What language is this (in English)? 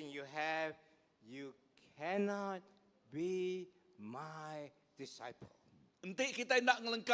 Iban